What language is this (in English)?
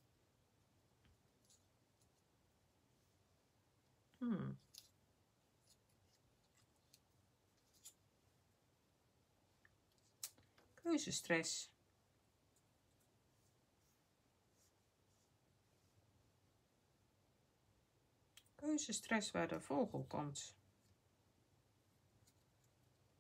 Dutch